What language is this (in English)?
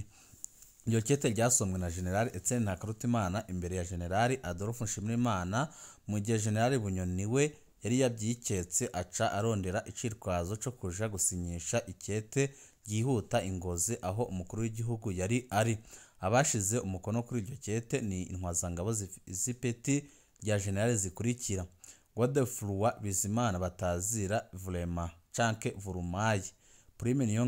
Rundi